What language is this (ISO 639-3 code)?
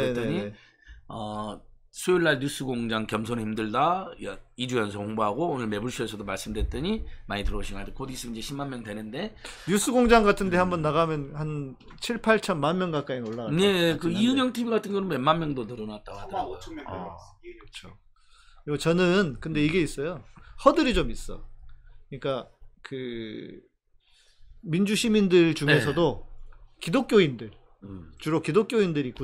kor